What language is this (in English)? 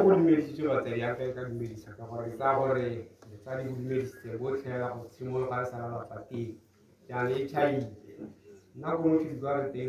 Tswana